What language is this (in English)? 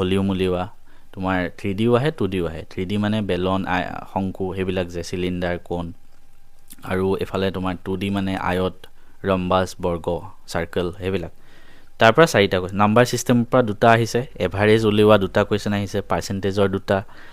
Assamese